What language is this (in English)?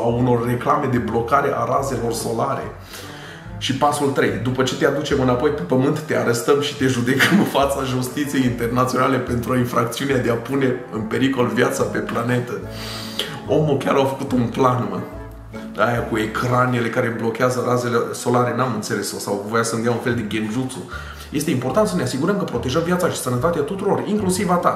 Romanian